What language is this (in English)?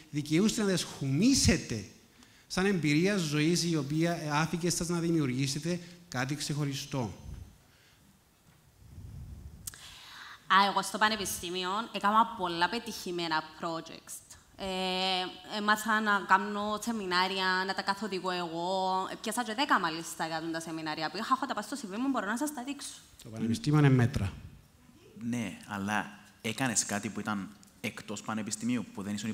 Greek